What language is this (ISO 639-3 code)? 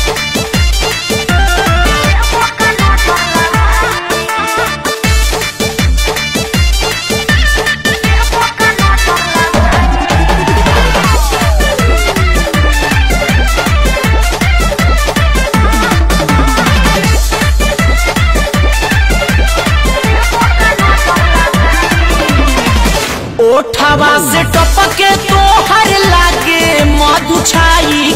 bho